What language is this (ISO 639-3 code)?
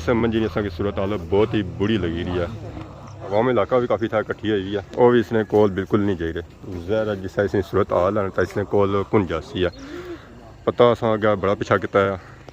phr